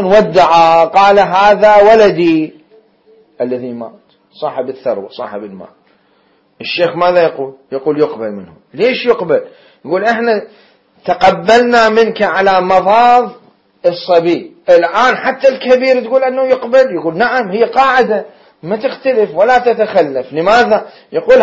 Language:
Mesopotamian Arabic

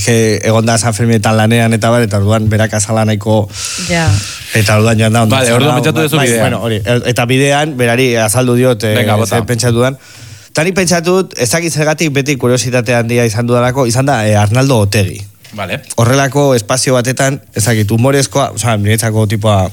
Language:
Basque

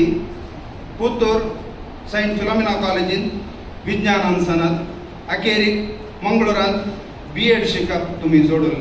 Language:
Konkani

